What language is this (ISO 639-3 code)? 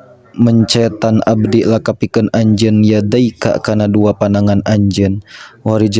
sun